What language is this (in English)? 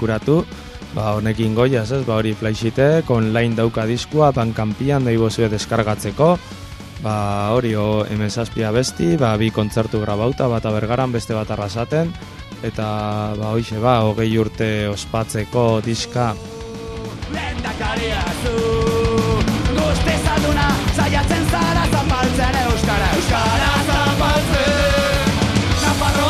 Basque